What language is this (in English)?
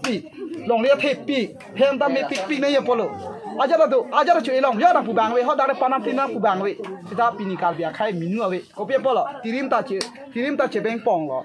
Karbi